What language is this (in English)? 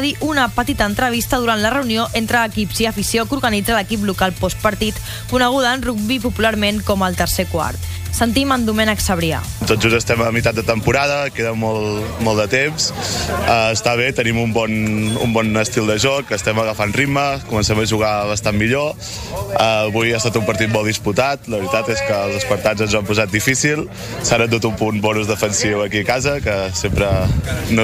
Catalan